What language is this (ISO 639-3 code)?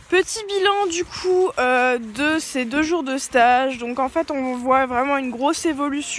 fra